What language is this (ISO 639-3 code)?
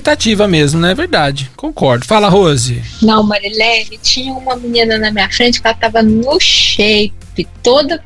por